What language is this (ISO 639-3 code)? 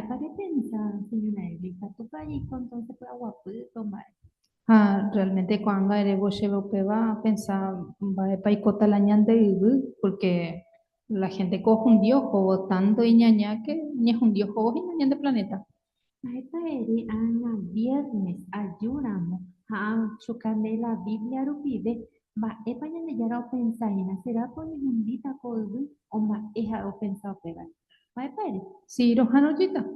grn